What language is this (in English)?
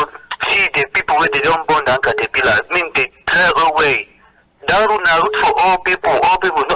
Cameroon Pidgin